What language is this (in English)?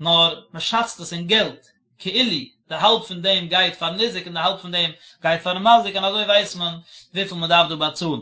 Yiddish